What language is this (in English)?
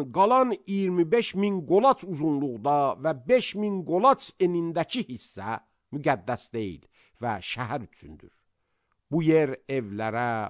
Azerbaijani